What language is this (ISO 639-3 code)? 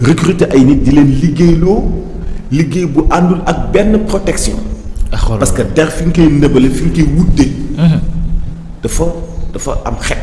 wol